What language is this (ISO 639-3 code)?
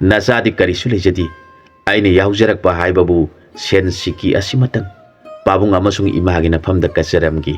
mni